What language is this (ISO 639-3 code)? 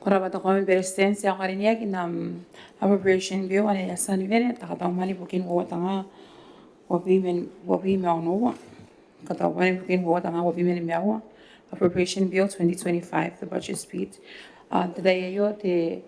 gil